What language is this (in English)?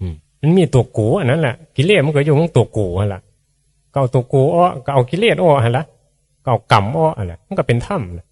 Northeastern Thai